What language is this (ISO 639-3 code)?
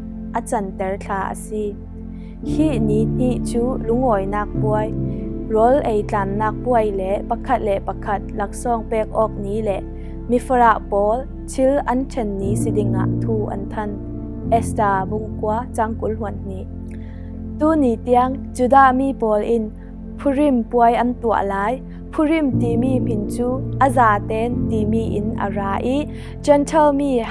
cfm